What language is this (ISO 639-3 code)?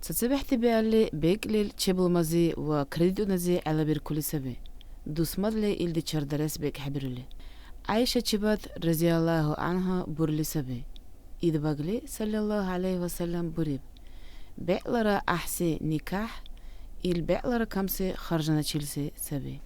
dar